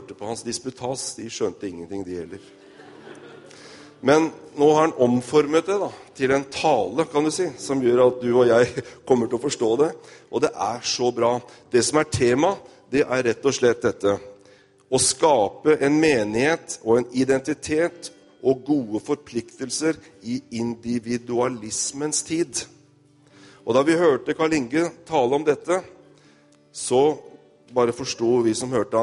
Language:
Norwegian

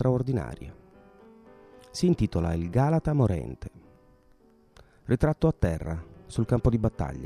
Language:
Italian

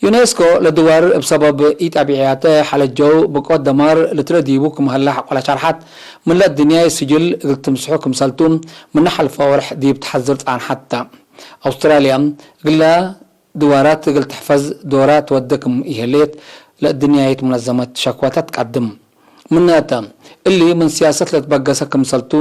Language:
Tigre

